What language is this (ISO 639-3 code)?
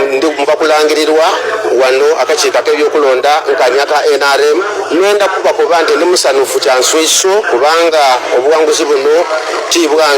lug